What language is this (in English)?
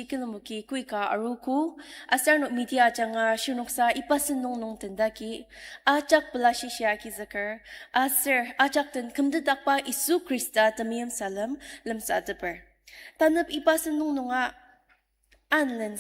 Ao Naga